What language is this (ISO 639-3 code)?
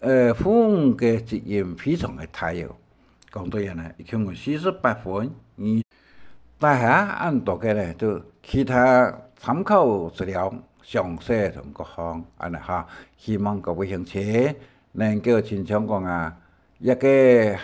hak